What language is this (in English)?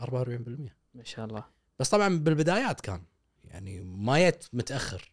Gulf Arabic